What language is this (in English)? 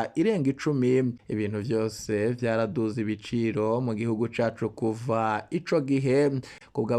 Rundi